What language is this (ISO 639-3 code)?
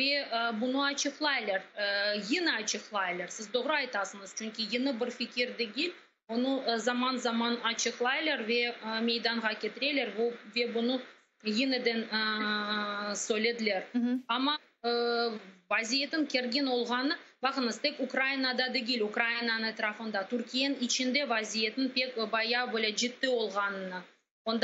crh